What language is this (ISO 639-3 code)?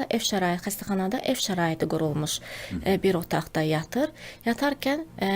aze